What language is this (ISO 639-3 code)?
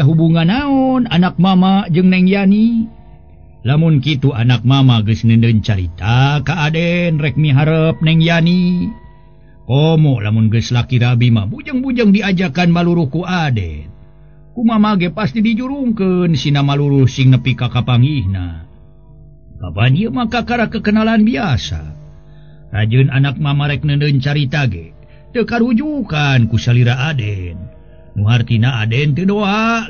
sun